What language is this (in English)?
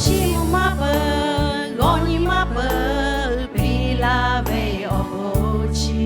Lahu